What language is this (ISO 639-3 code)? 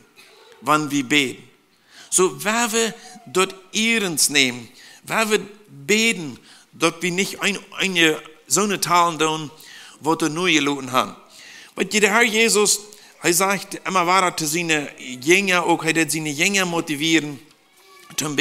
pdt